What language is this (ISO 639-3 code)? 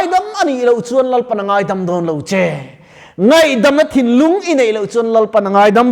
lus